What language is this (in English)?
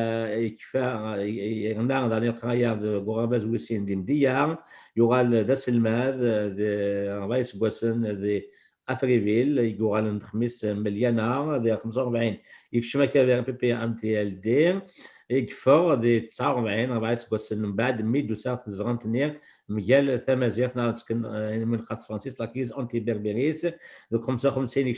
Kabyle